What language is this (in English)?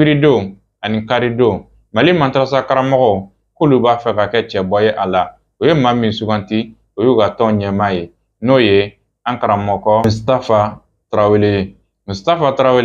Bambara